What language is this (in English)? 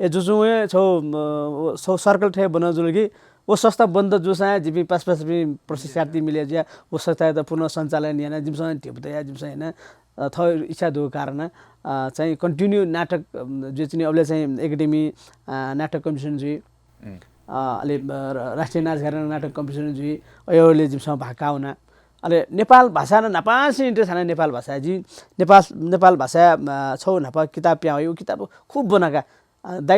Newari